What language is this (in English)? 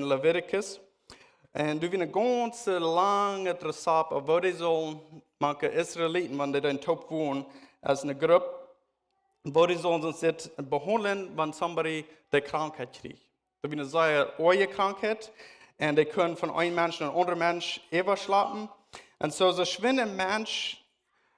Plautdietsch